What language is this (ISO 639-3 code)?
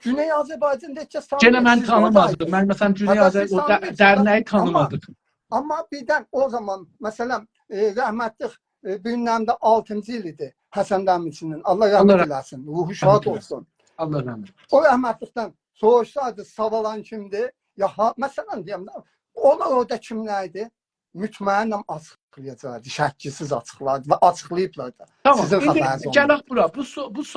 azb